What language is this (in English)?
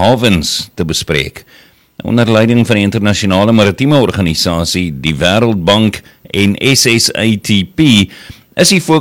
Afrikaans